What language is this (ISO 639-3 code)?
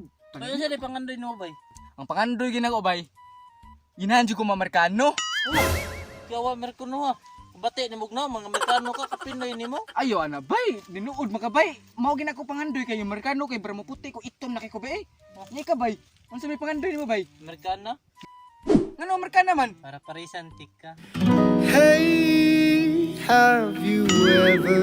ceb